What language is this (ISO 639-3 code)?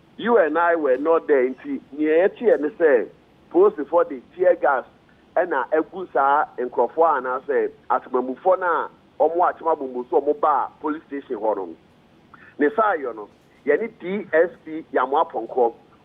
aka